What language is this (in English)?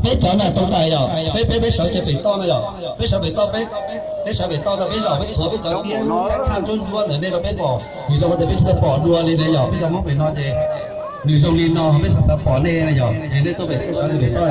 Hmong